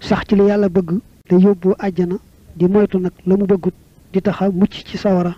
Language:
Wolof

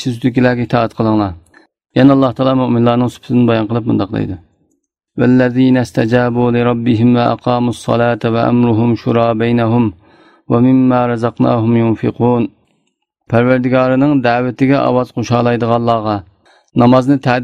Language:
Uyghur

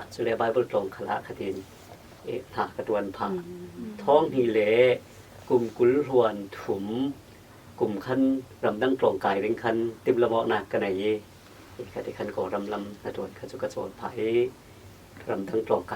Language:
Falam Chin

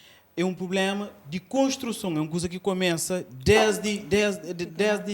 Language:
Kabuverdianu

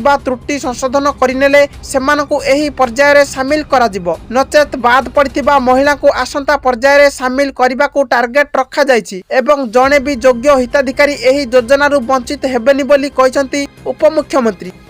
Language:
Odia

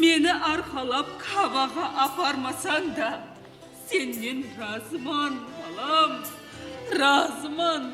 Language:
Kara-Kalpak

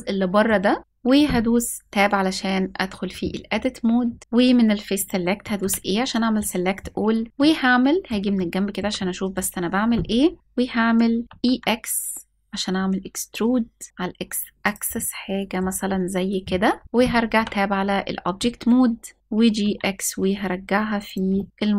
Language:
Egyptian Arabic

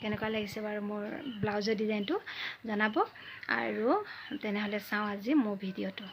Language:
Assamese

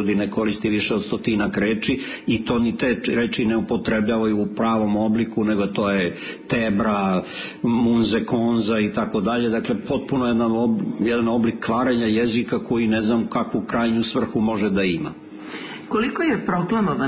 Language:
Serbian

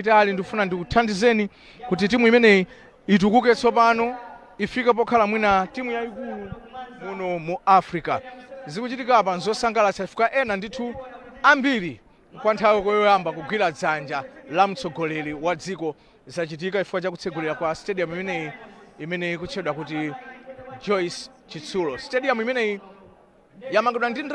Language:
Nyanja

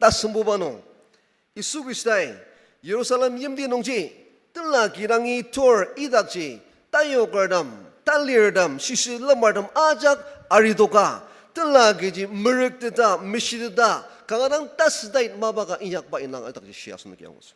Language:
Ao Naga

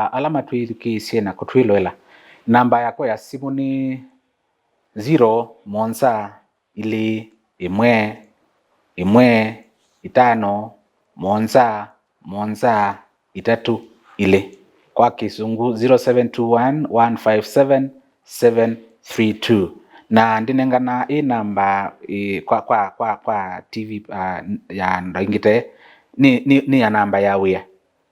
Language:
Kamba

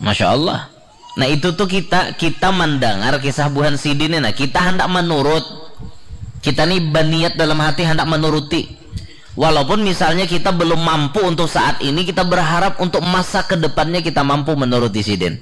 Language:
Banjar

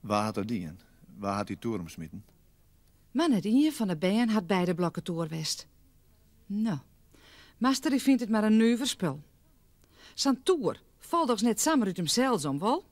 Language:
Western Frisian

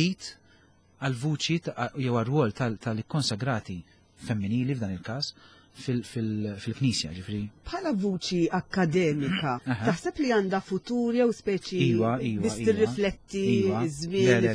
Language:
Maltese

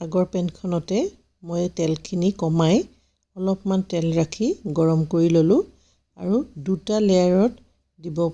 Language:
Assamese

